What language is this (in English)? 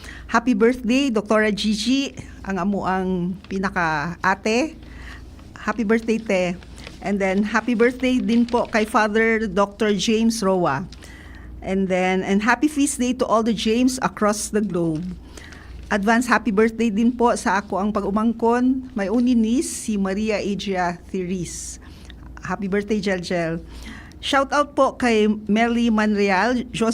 Bikol